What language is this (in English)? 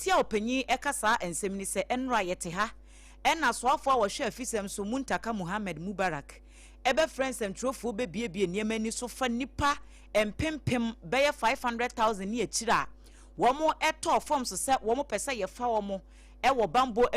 Akan